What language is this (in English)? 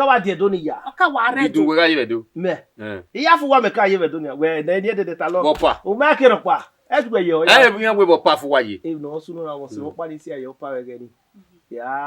Bini